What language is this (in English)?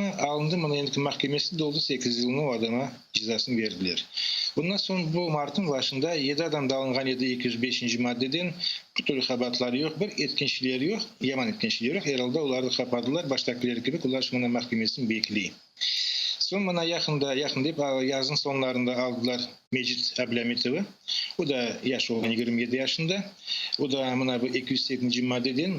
Crimean Tatar